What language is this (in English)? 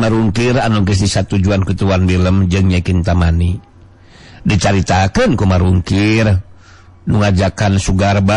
Sundanese